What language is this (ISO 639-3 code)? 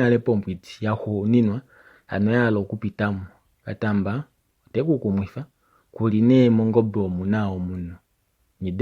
kua